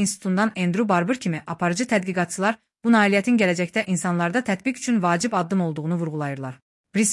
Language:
Azerbaijani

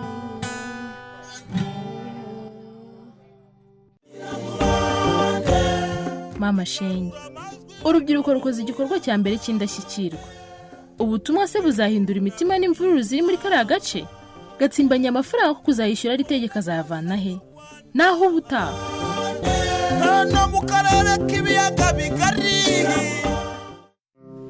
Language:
Kinyarwanda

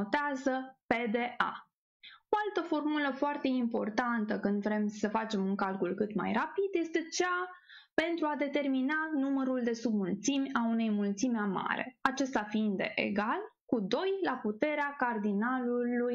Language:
Romanian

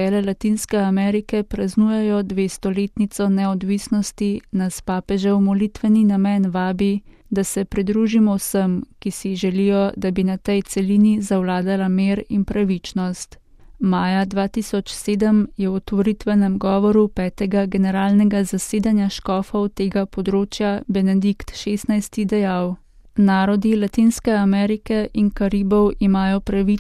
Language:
Slovenian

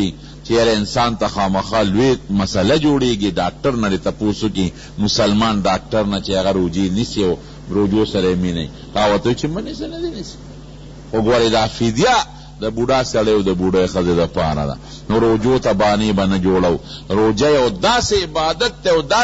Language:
Pashto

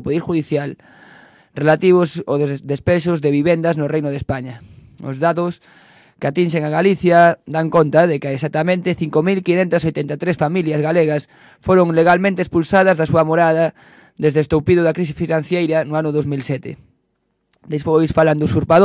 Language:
Galician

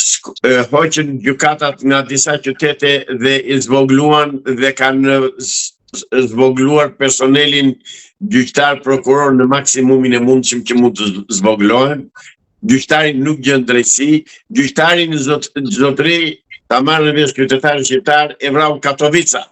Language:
Albanian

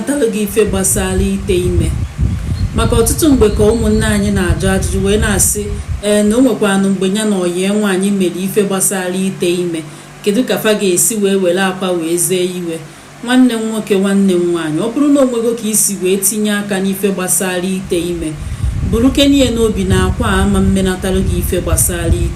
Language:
Igbo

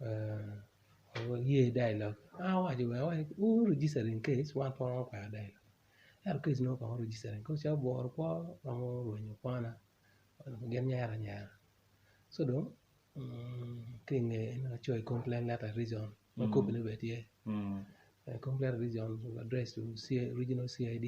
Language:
Acoli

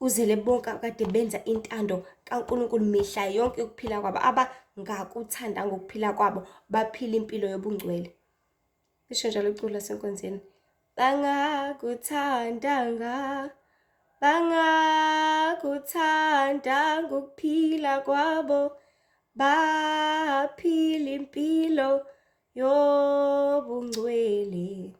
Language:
Zulu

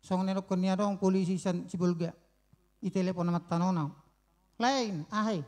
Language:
Batak Toba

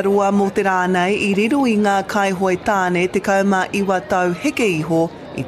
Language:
Māori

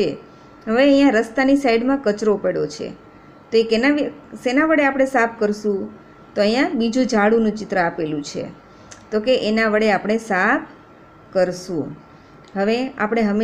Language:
Gujarati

